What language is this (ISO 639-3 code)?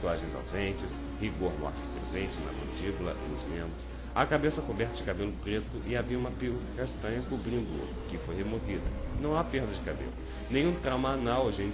por